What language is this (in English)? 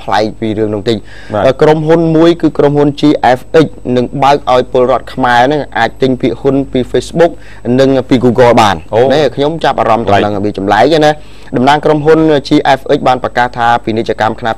Khmer